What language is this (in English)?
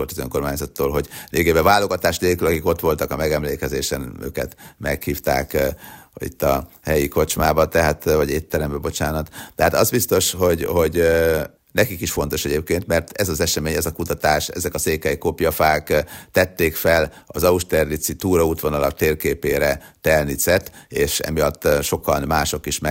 Hungarian